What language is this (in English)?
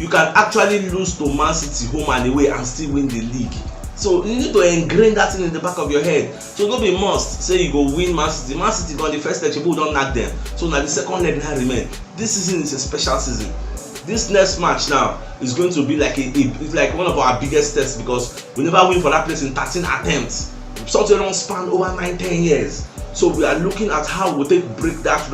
Nigerian Pidgin